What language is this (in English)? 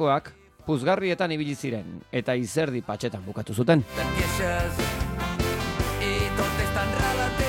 Basque